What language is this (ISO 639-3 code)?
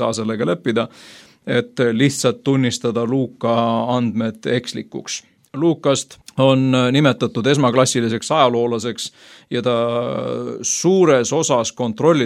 est